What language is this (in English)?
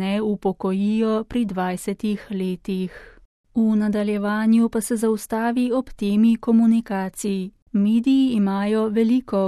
Slovenian